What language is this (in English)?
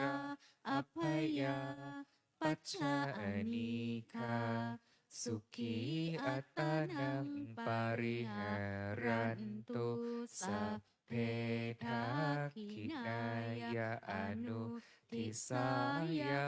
Pali